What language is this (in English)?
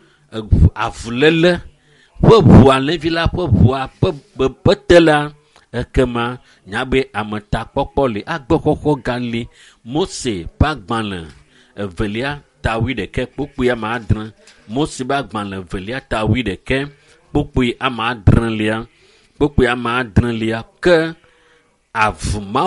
Ewe